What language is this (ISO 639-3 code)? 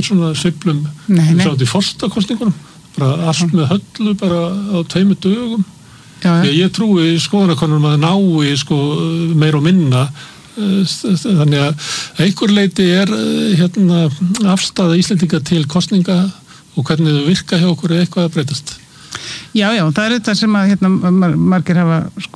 isl